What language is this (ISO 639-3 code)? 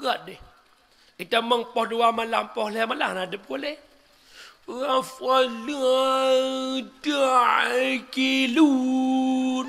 ace